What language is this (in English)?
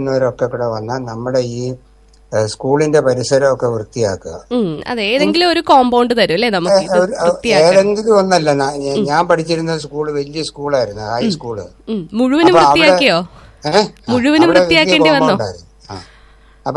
Malayalam